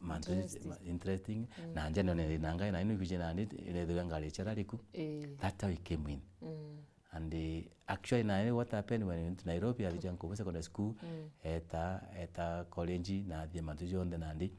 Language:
Meru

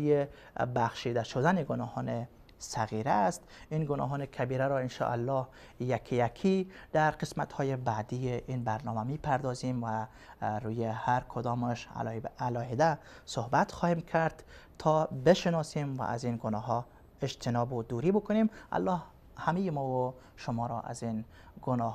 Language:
Persian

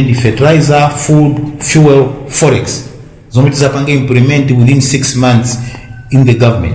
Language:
Nyanja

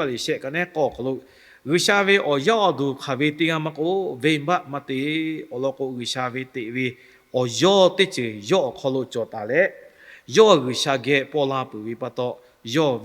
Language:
Lahu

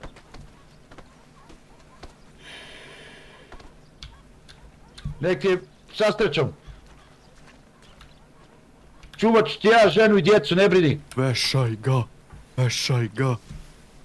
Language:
Croatian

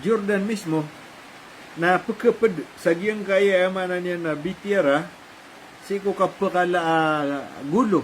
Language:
Maranao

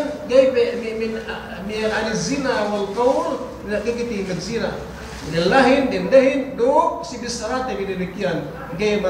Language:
Yakan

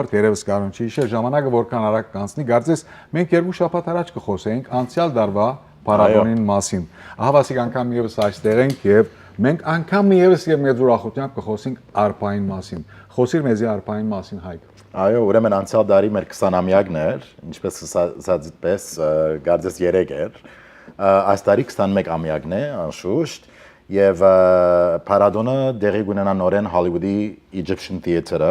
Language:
Western Armenian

